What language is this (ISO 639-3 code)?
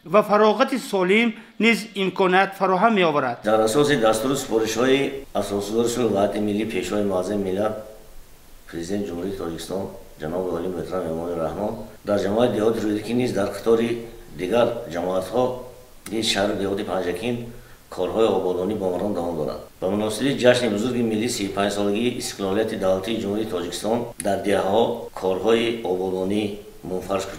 tgk